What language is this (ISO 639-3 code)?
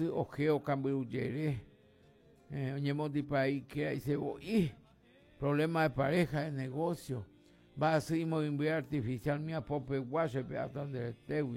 grn